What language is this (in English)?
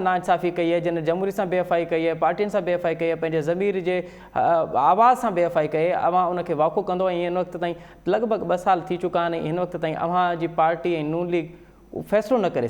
Sindhi